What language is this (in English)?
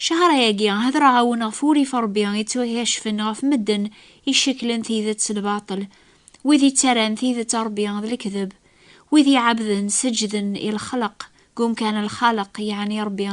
Kabyle